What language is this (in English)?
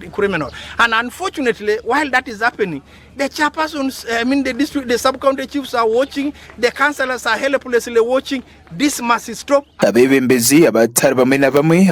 Nyankole